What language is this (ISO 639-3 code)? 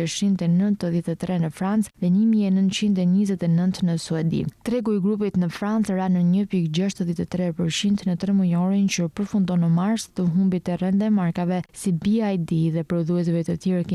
sqi